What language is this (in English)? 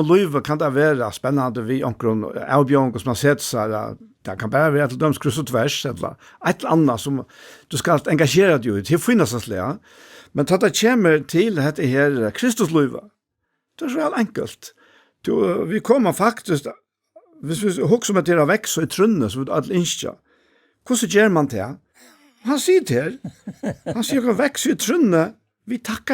Faroese